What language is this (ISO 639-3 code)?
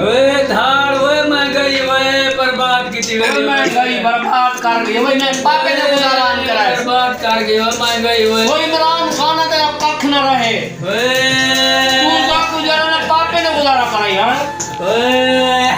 skr